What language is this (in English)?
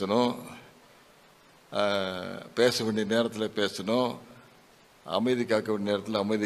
Tamil